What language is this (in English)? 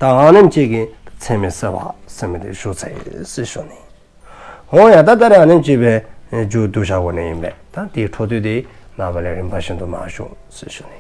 Dzongkha